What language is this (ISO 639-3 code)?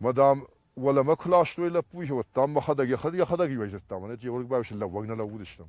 oss